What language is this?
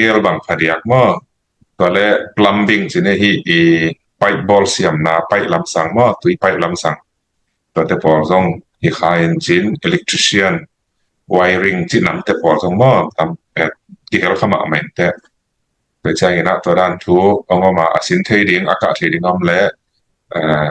Tedim Chin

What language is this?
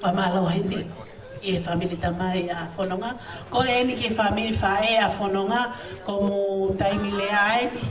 Tongan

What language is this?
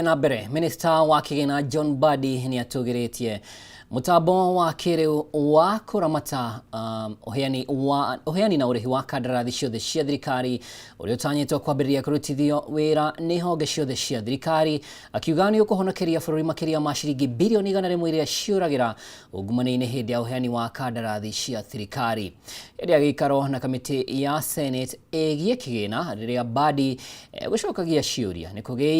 Kikuyu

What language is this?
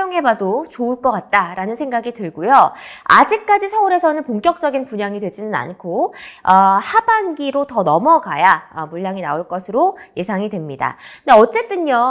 Korean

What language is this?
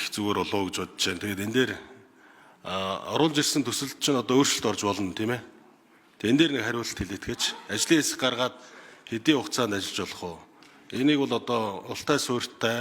Mongolian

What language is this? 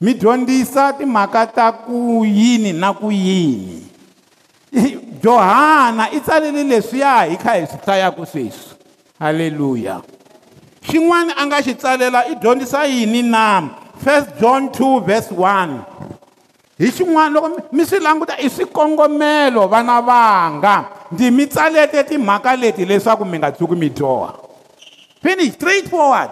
Tsonga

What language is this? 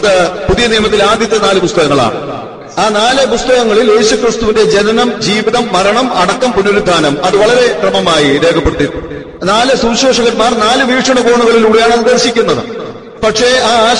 Malayalam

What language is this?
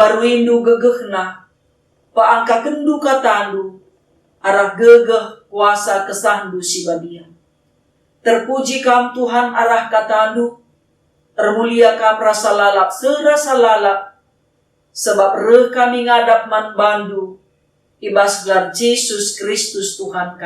Batak Karo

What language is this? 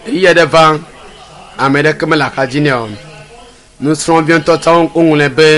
Ewe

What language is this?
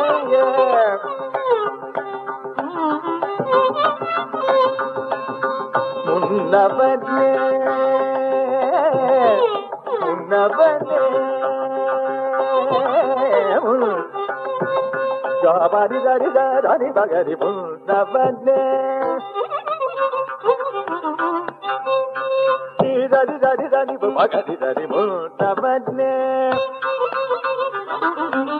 Tamil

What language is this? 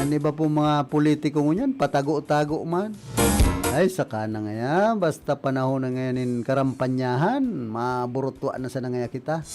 Bikol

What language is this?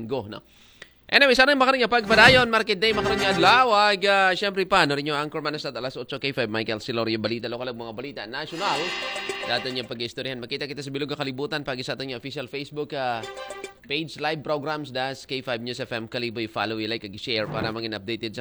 Aklanon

